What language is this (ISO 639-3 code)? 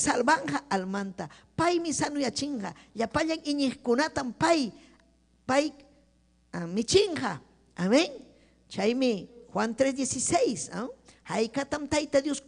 quy